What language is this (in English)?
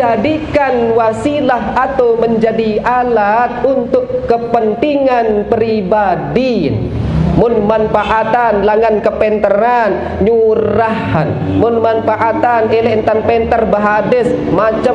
Sasak